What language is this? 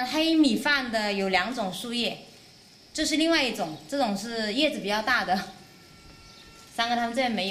Chinese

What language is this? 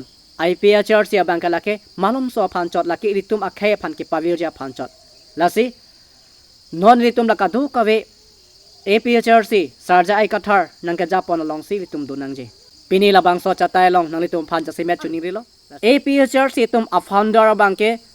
Karbi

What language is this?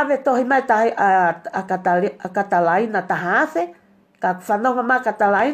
Tongan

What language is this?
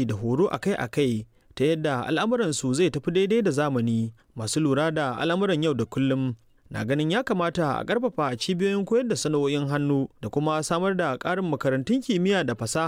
Hausa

